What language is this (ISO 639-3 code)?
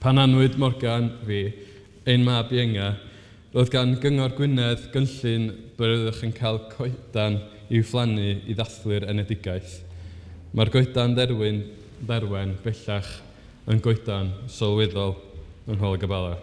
cym